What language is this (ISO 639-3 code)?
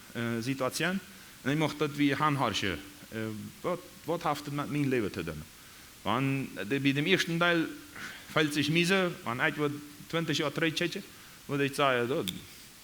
pdt